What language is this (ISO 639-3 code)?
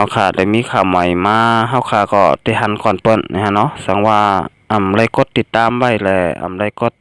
shn